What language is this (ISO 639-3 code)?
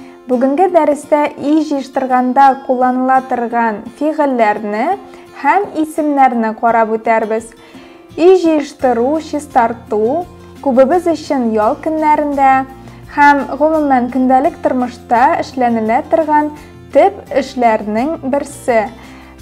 tat